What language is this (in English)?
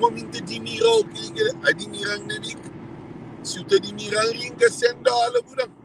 Kabuverdianu